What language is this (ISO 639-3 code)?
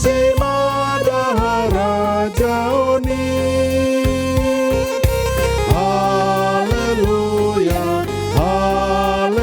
bts